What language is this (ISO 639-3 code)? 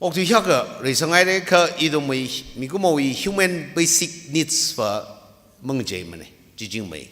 nmf